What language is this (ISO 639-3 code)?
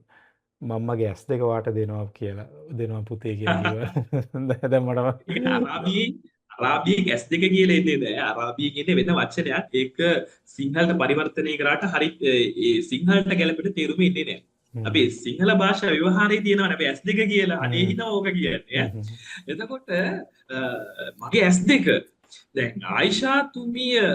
sin